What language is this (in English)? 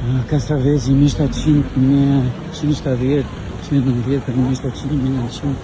Albanian